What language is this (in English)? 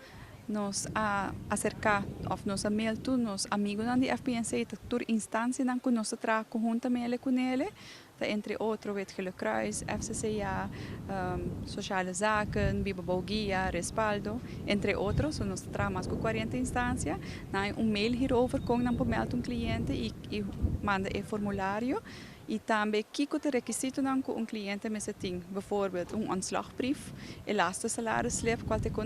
Papiamento